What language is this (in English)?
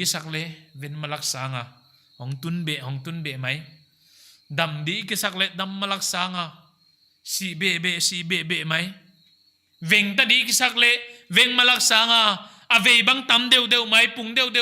Paite Chin